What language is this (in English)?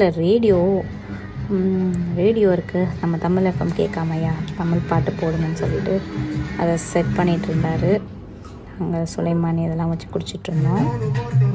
Tamil